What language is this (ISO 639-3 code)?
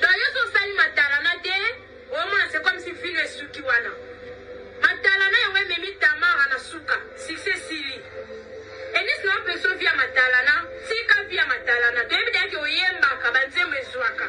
lin